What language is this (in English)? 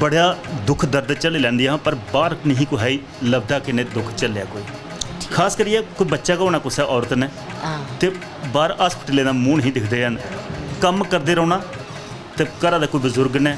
Dogri